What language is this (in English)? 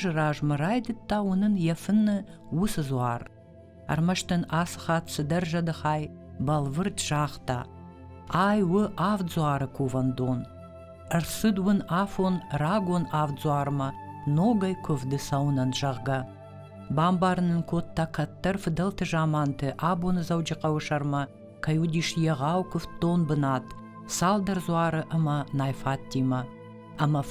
Ossetic